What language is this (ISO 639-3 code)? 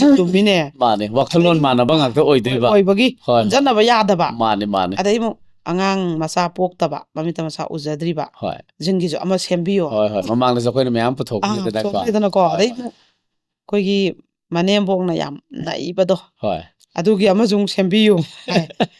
mni